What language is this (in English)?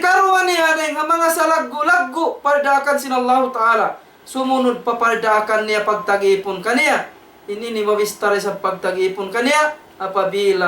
Tausug